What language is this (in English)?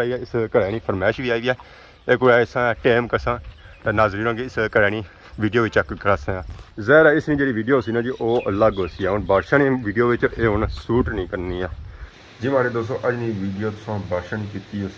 Pahari-Potwari